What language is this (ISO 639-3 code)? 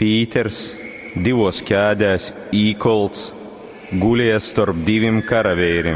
ltg